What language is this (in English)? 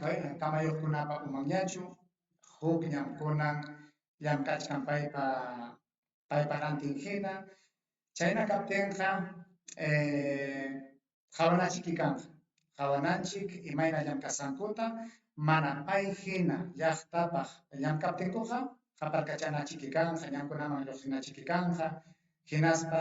Ayacucho Quechua